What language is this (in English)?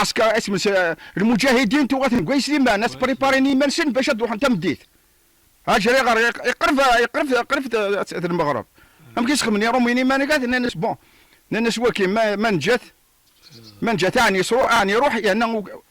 Kabyle